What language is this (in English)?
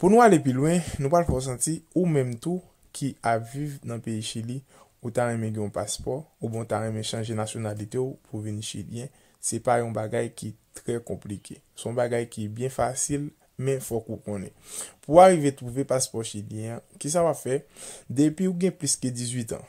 Haitian Creole